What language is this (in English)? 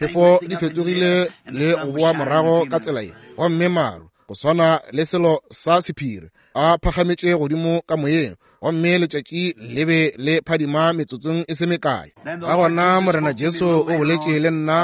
Northern Sotho